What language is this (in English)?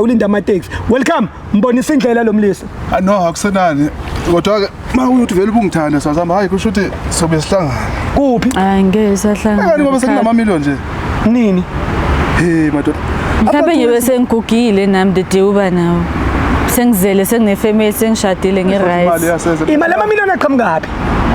Zulu